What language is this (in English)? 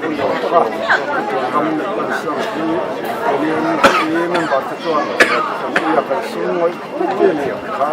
Mizo